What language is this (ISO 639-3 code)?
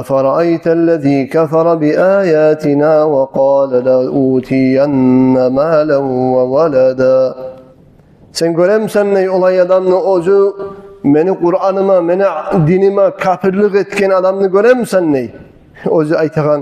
kum